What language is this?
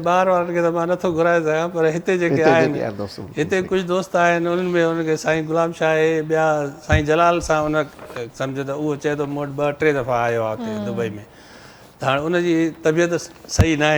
Sindhi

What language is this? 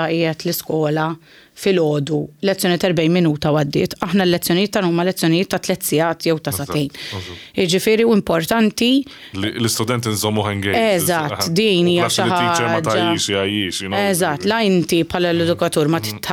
Maltese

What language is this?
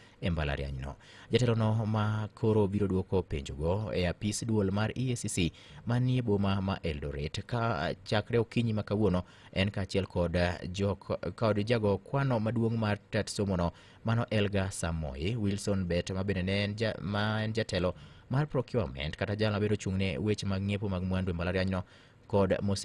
Luo (Kenya and Tanzania)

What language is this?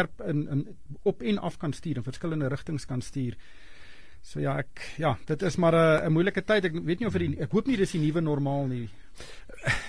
Afrikaans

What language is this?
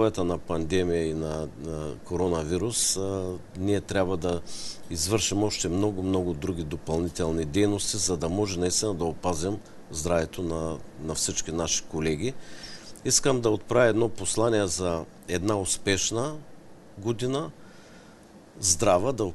Bulgarian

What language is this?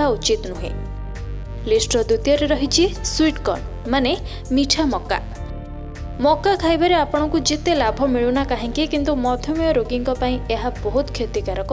Odia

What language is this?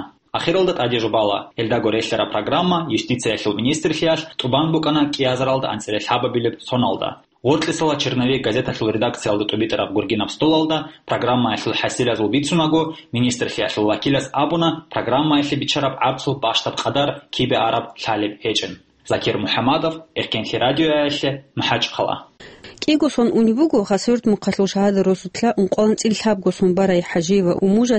Avaric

